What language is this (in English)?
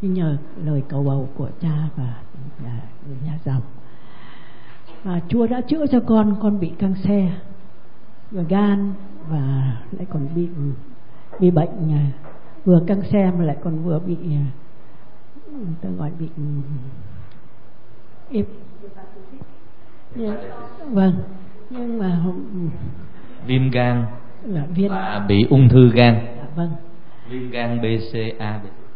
Vietnamese